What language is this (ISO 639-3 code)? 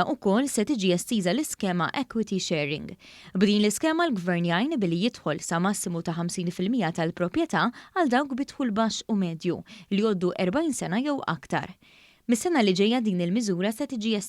mlt